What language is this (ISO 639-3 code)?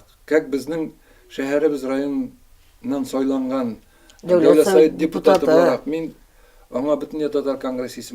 tat